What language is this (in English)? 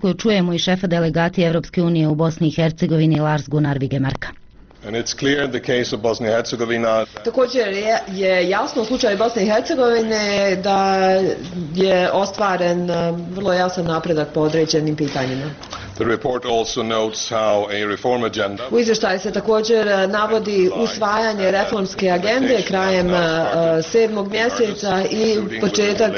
Bosnian